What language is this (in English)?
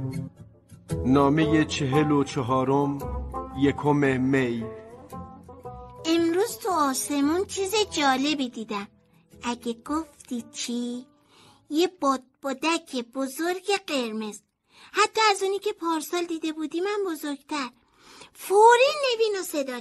Persian